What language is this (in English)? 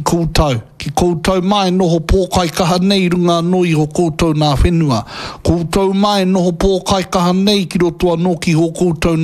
Māori